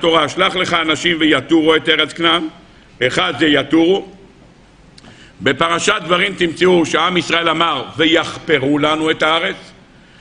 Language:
Hebrew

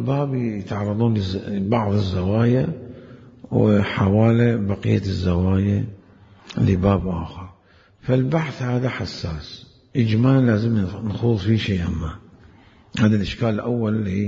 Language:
Mesopotamian Arabic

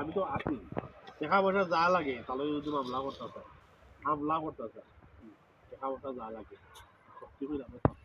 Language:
Sylheti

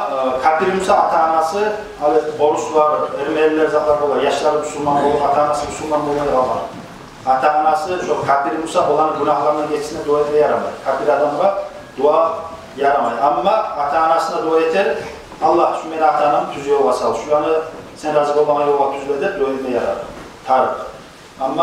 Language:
Kumyk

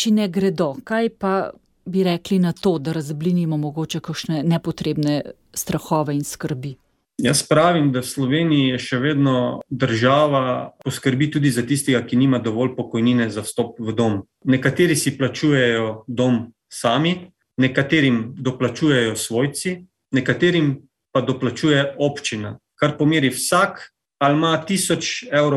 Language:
Slovenian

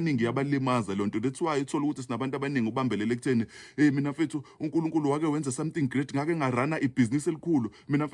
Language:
Zulu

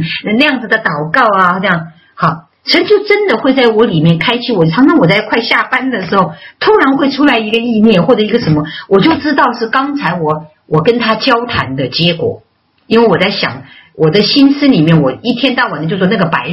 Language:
Chinese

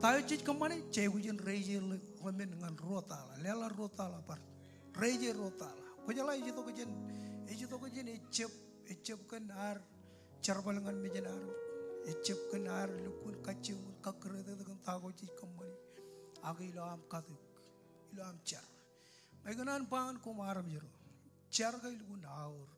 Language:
Marshallese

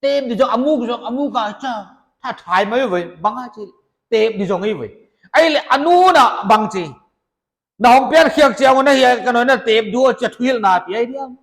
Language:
Paite Chin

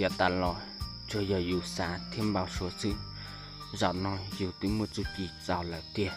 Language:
Hmong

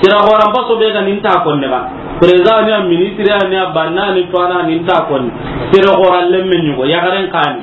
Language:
Soninke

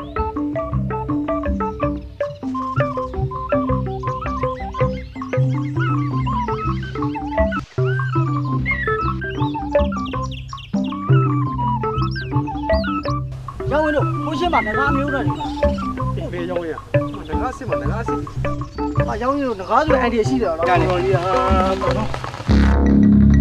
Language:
Burmese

